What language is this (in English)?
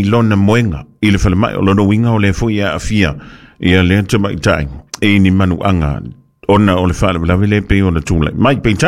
Samoan